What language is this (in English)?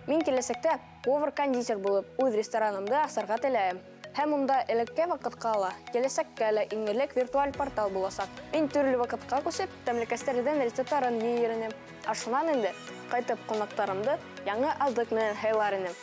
Bashkir